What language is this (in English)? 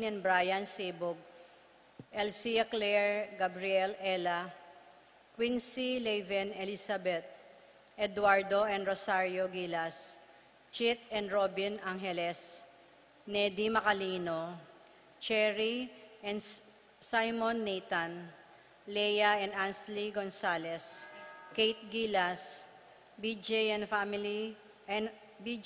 Pampanga